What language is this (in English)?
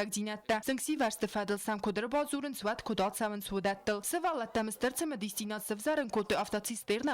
Ossetic